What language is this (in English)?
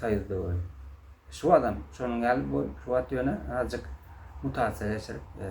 Turkmen